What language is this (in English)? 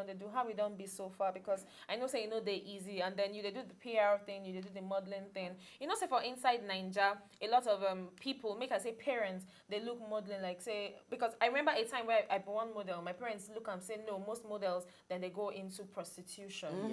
Nigerian Pidgin